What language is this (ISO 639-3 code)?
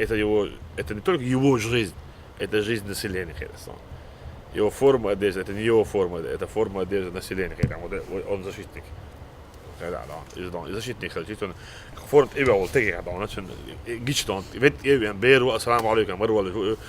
che